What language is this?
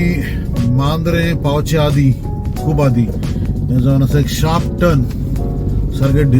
Konkani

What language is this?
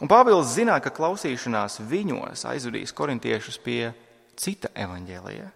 Latvian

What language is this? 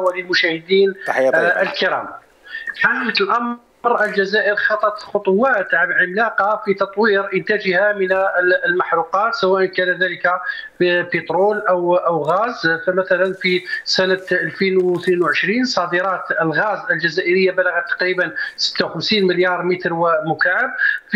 Algerian Arabic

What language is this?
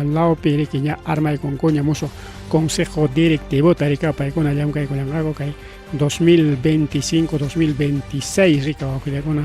Ayacucho Quechua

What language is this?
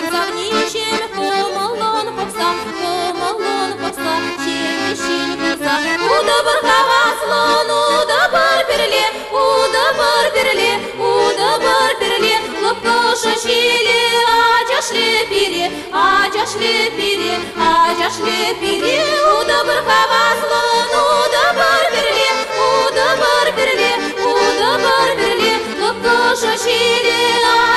Chuvash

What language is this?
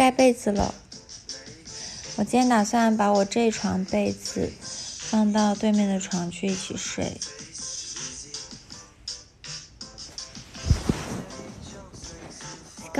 Chinese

